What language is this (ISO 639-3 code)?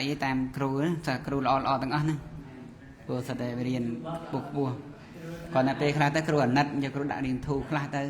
khm